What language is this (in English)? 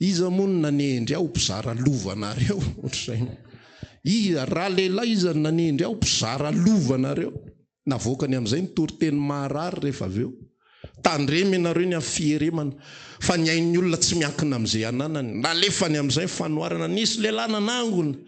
Malagasy